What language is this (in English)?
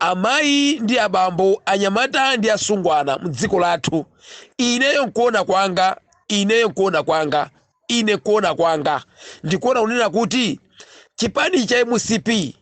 Nyanja